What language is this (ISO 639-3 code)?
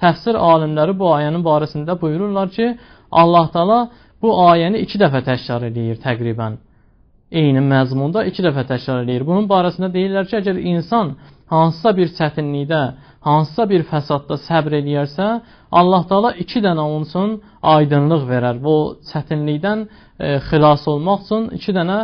aze